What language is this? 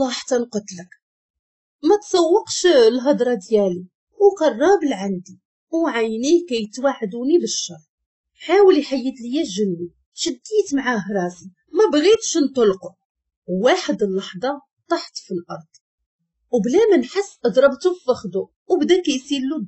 Moroccan Arabic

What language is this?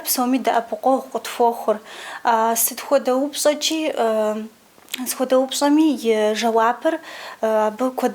Kabardian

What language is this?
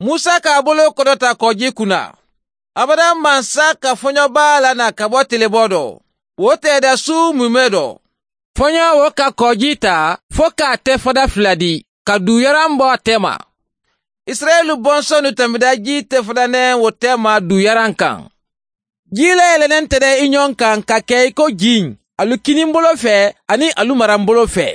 Mandingo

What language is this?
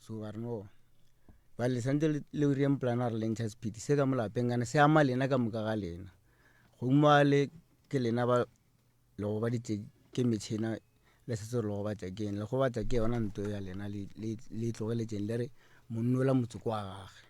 Northern Sotho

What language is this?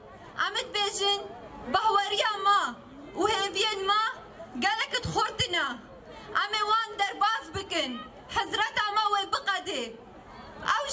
Kurdish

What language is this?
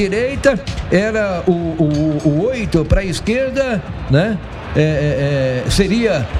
Portuguese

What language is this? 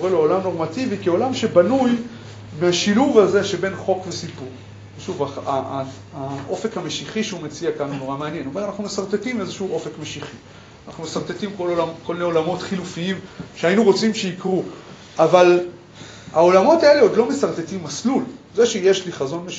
Hebrew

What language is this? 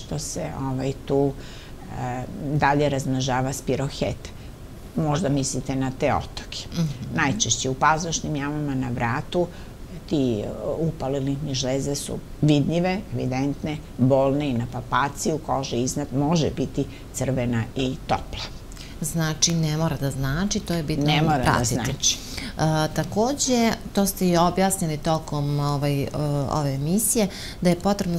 Serbian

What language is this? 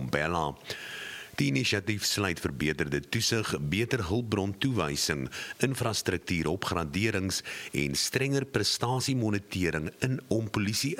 Afrikaans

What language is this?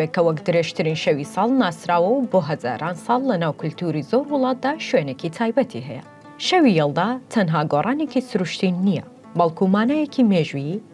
Central Kurdish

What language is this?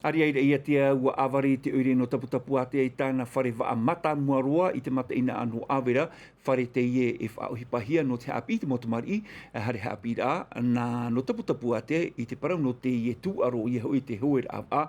Tahitian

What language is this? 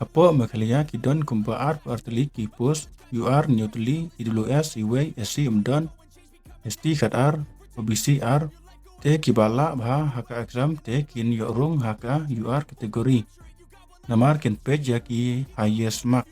Khasi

